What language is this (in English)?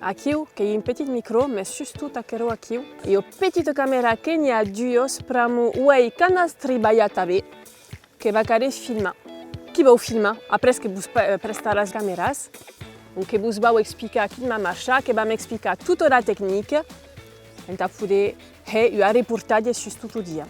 Occitan